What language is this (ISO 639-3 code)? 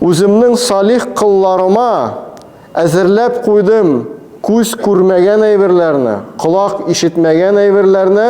tat